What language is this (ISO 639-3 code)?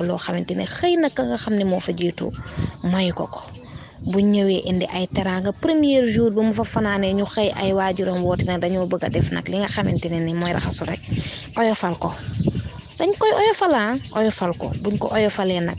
wol